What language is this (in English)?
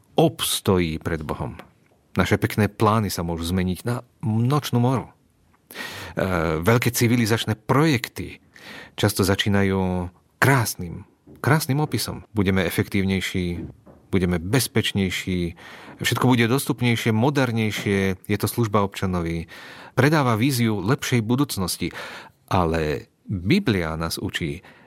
Slovak